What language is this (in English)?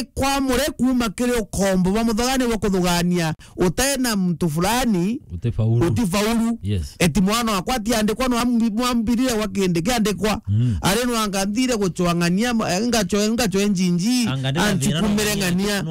Meru